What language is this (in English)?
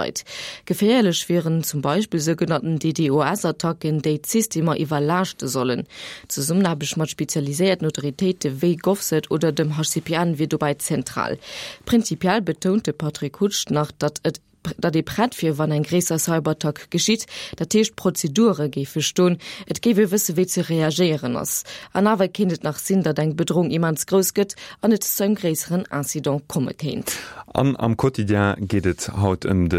Luxembourgish